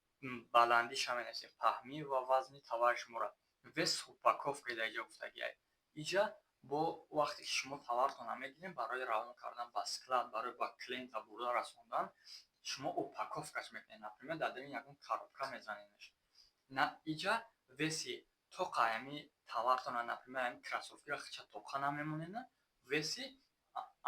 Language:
Tajik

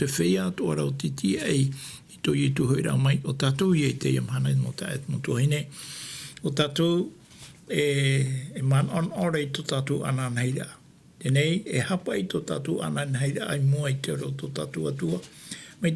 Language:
Tahitian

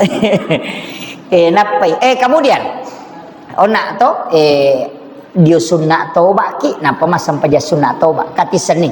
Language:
Buginese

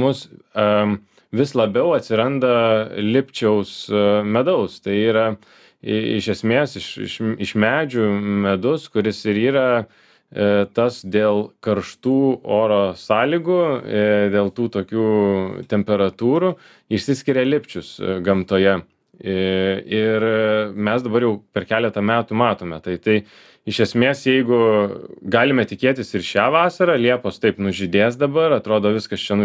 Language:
Lithuanian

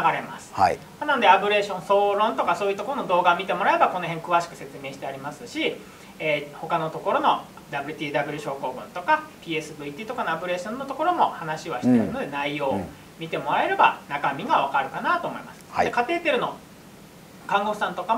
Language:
Japanese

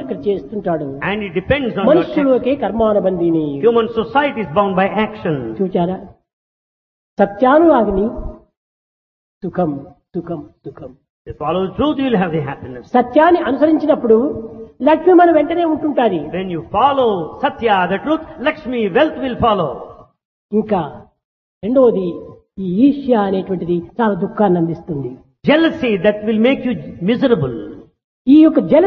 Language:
Telugu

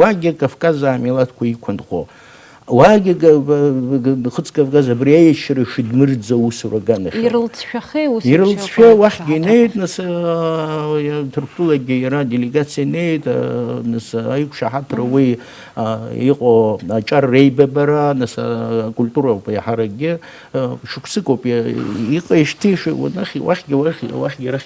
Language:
Abkhazian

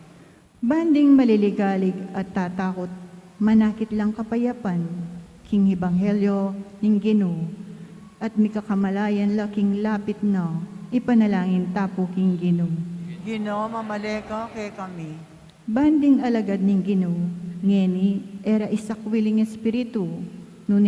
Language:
Pampanga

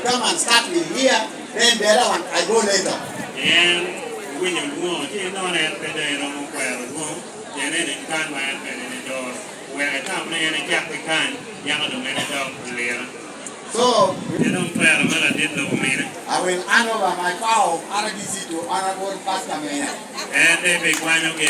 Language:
Lango (Uganda)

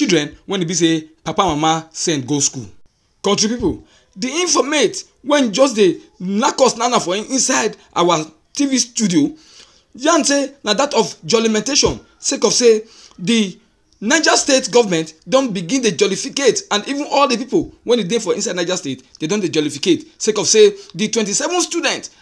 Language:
Nigerian Pidgin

